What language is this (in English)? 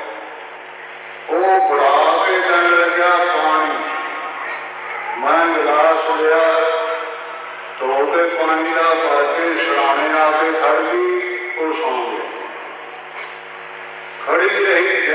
Punjabi